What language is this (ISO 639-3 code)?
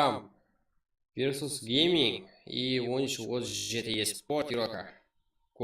kaa